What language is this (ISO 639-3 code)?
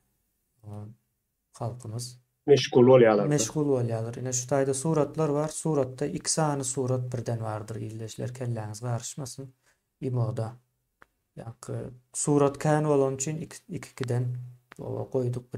tuk